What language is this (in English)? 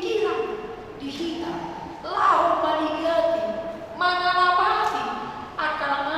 Batak Toba